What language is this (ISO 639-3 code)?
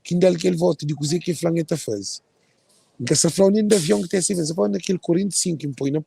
kea